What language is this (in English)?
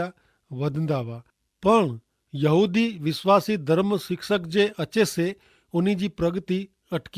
Kachhi